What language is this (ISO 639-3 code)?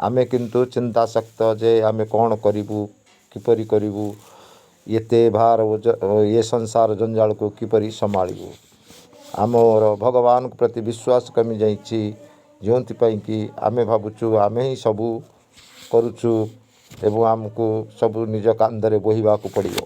ori